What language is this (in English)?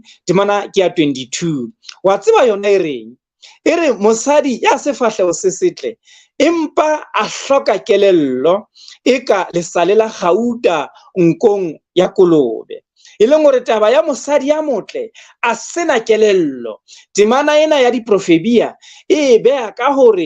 Southern Sotho